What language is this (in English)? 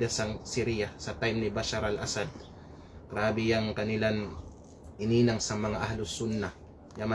Kalagan